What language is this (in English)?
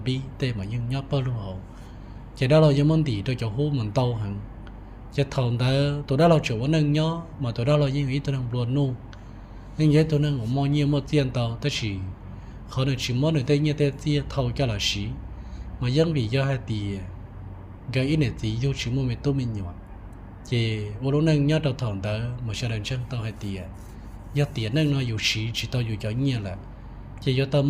Hmong